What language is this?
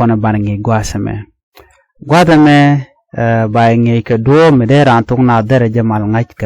Nuer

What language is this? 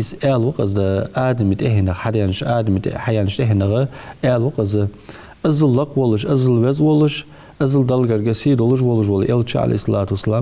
Ingush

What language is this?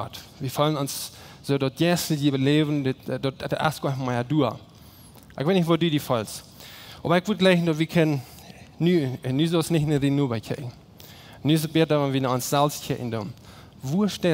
Plautdietsch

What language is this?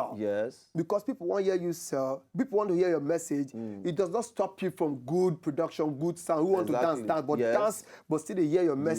Nigerian Pidgin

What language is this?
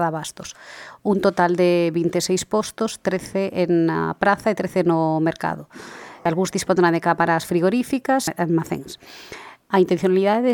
Galician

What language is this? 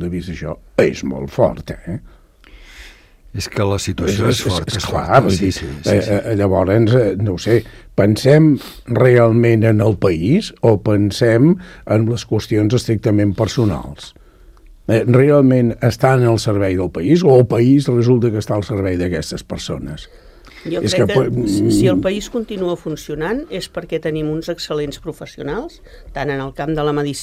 Catalan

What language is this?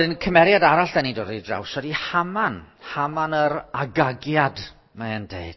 Welsh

